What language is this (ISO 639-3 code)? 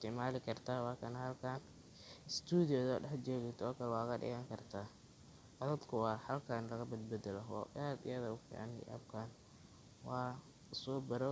som